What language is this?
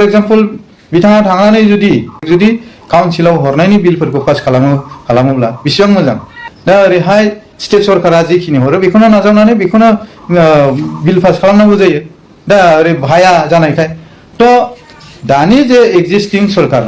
Bodo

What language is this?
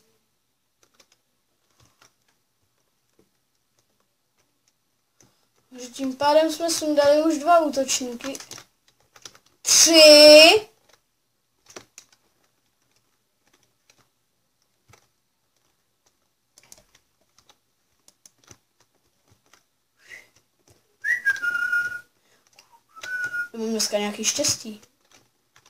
Czech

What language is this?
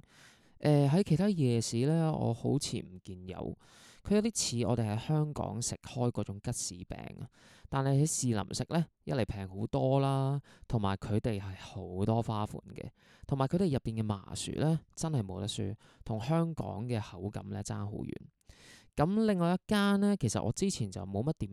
Cantonese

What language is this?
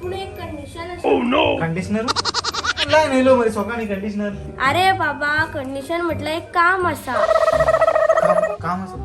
Konkani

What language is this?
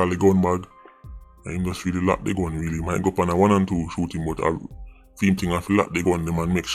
Jamaican Creole English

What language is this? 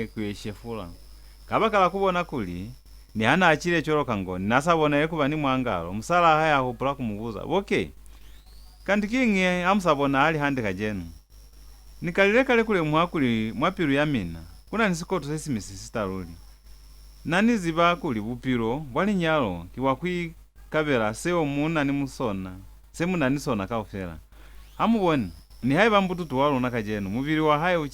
Lozi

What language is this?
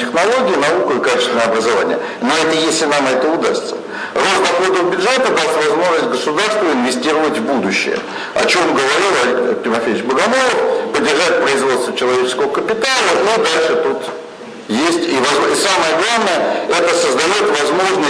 Russian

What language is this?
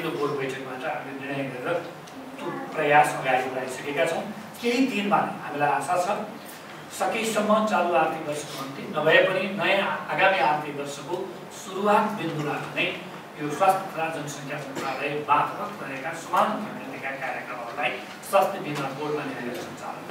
Nepali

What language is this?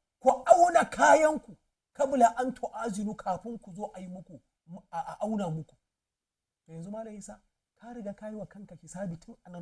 Hausa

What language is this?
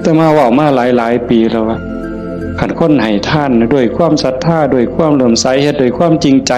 Northeastern Thai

